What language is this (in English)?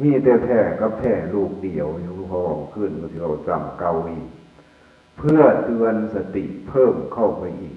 Northeastern Thai